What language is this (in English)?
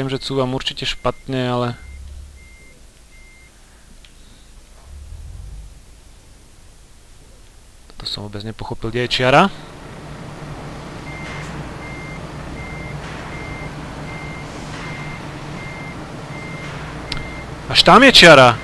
Slovak